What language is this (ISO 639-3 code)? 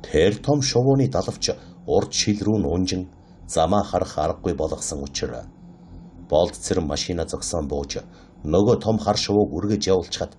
mon